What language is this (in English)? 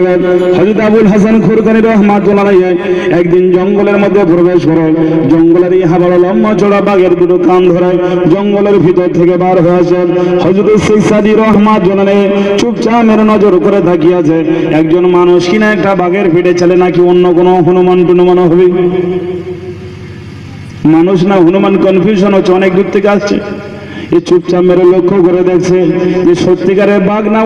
Bangla